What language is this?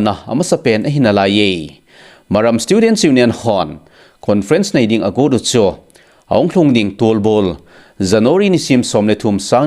Thado Chin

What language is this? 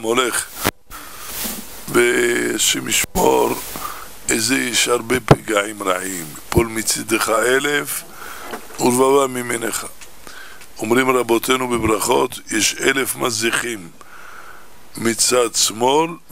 Hebrew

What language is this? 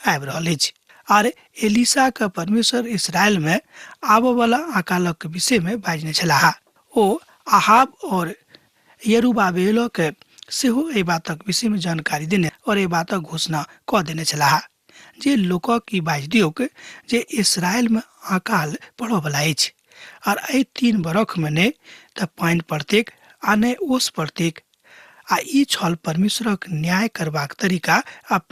Maithili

